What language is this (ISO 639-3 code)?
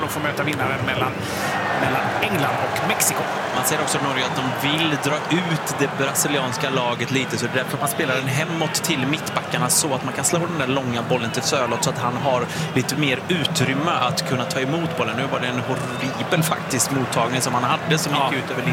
swe